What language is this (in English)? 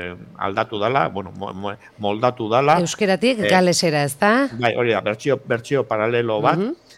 Basque